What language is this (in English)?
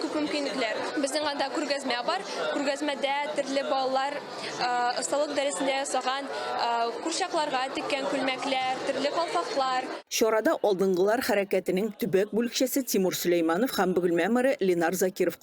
Tatar